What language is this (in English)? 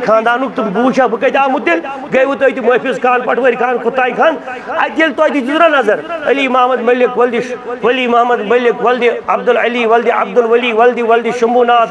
Kashmiri